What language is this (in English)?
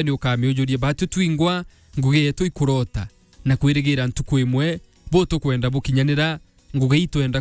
Meru